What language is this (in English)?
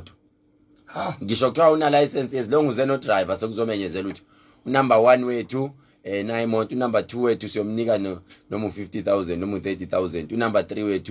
Zulu